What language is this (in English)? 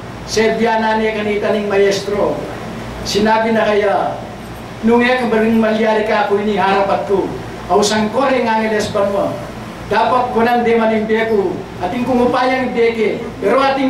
Pampanga